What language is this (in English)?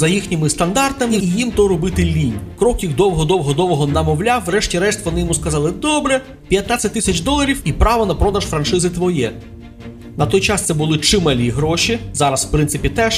Ukrainian